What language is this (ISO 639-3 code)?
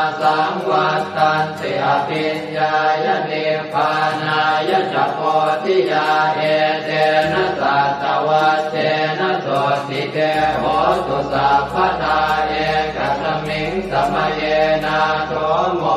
pli